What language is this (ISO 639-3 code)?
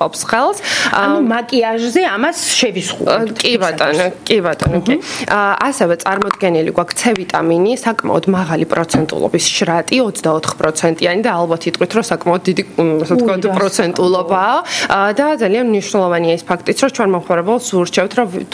kat